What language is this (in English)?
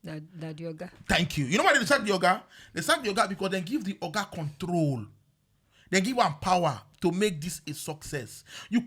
Nigerian Pidgin